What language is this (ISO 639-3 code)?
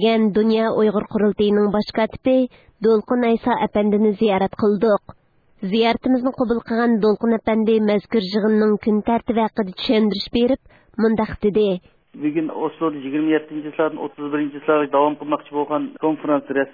uig